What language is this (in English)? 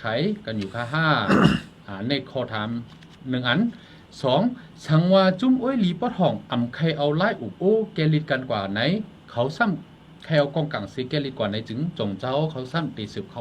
Shan